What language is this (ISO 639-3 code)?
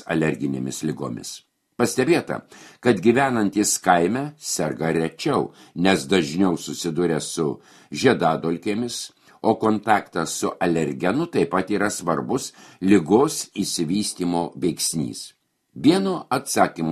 lit